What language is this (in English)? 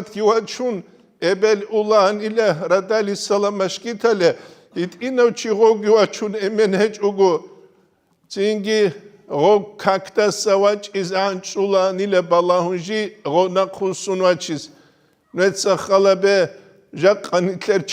Avaric